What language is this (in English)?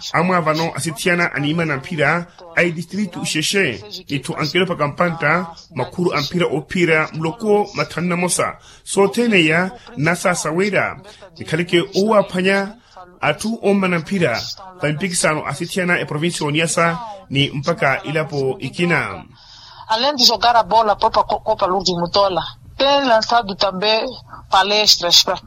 Makhuwa